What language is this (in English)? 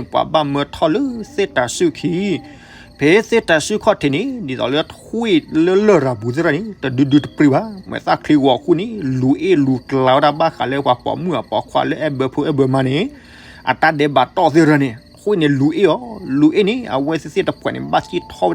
S'gaw Karen